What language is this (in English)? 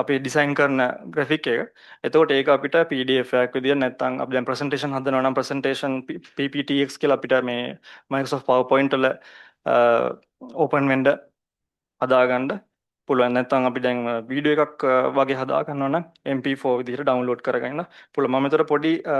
Sinhala